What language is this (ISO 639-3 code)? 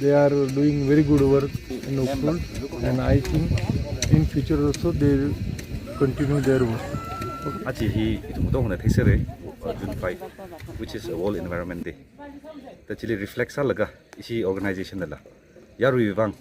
nmf